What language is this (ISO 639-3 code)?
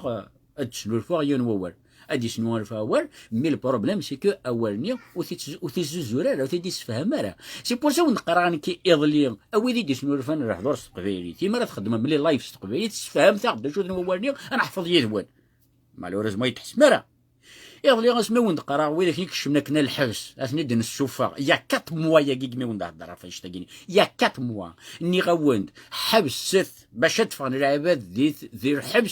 kab